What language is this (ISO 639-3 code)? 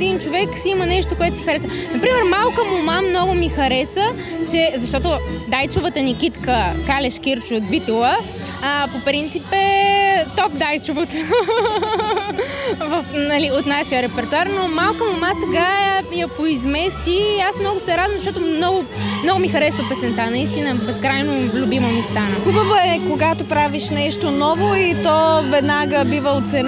bul